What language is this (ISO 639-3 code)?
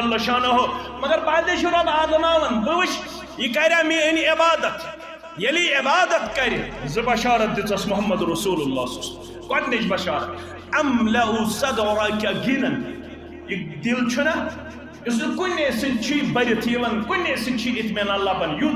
kas